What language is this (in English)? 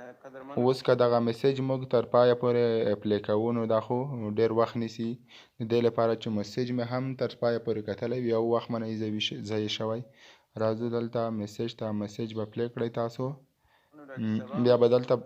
Pashto